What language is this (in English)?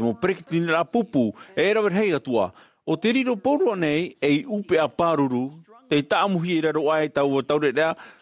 Tahitian